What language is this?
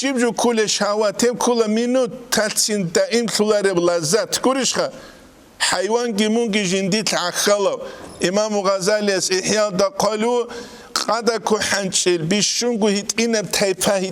Avaric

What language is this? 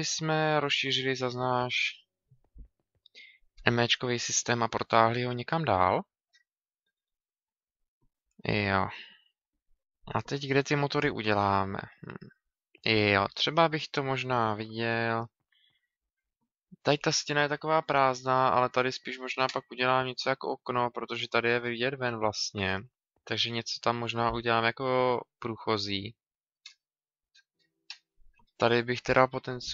Czech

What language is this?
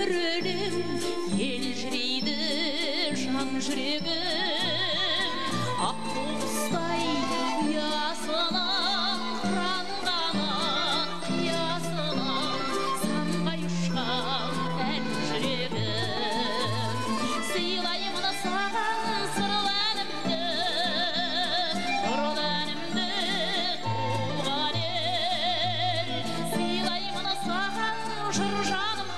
Kazakh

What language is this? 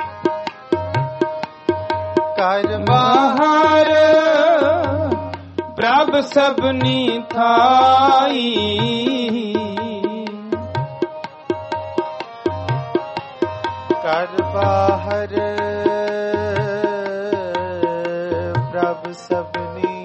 Punjabi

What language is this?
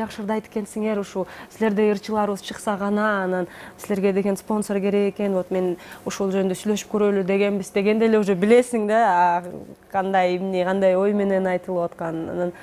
Kyrgyz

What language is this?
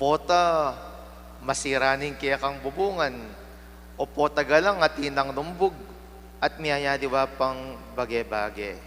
Pampanga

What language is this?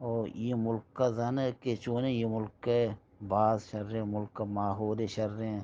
Eastern Balochi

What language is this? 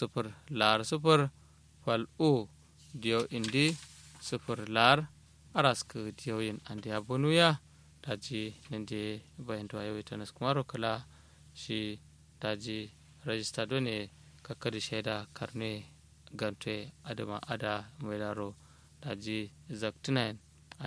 Kanuri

